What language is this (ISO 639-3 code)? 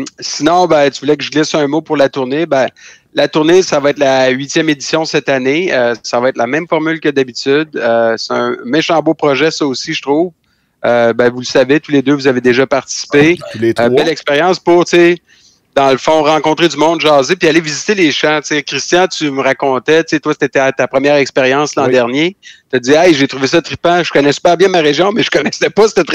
fra